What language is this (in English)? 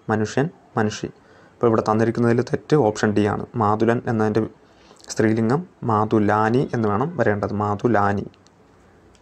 Malayalam